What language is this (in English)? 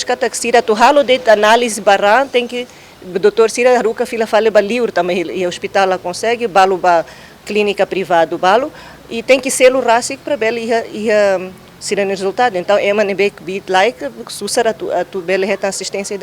Tetum